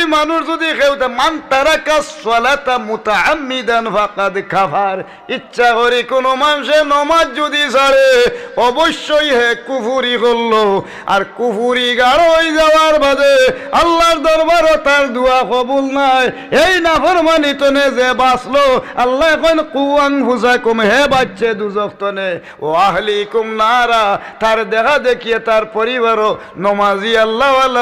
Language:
Sylheti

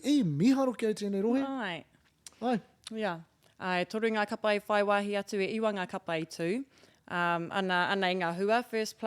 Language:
Māori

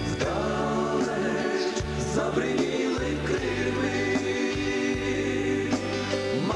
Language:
Ukrainian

